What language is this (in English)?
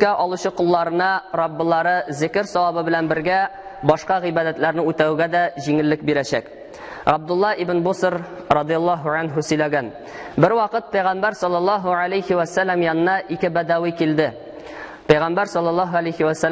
Tatar